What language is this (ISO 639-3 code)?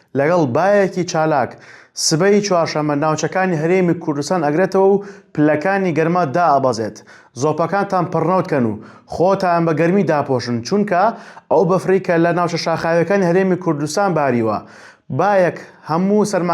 ckb